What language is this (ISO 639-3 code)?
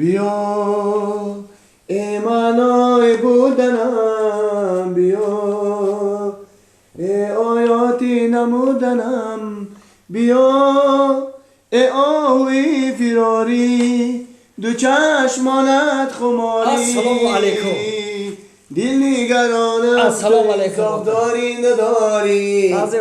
tgk